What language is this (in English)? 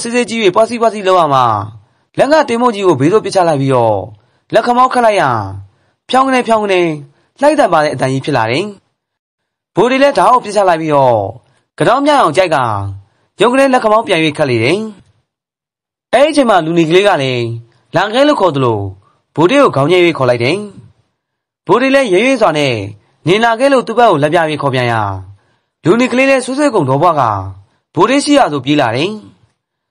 Burmese